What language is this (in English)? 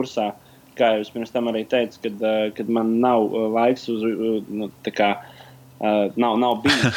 Latvian